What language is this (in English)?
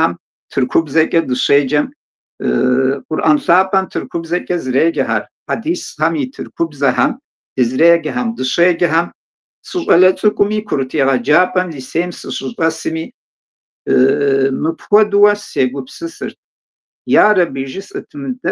Kabardian